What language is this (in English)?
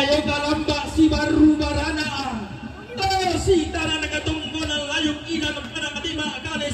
Toraja-Sa'dan